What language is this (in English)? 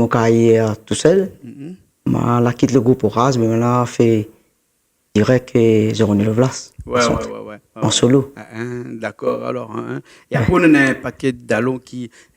Réunion Creole French